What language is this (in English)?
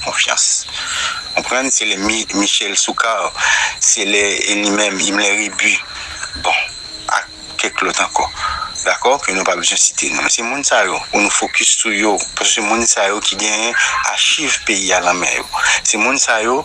Haitian Creole